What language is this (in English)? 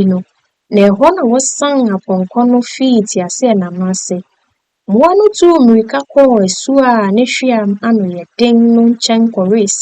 Akan